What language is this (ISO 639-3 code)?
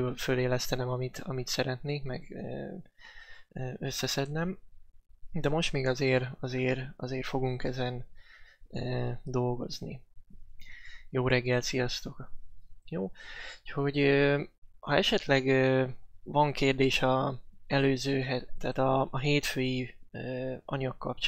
hun